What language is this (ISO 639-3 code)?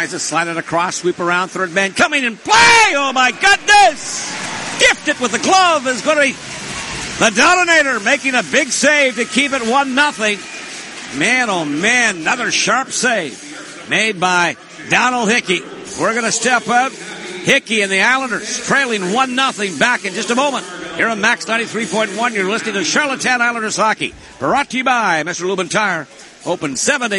eng